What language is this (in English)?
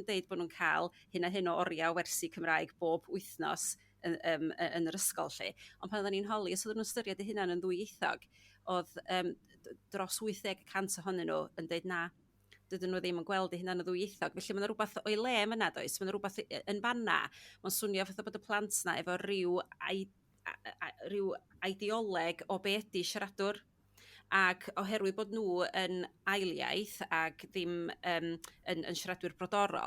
Welsh